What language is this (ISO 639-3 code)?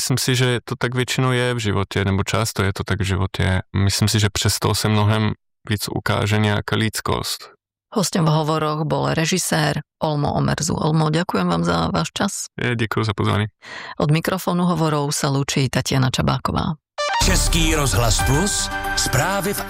ces